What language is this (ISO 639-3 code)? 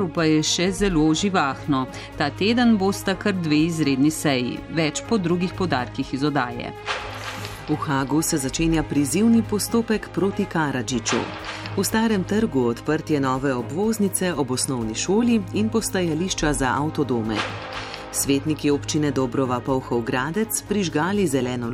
slv